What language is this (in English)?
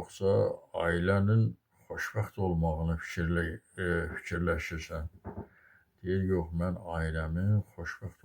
Azerbaijani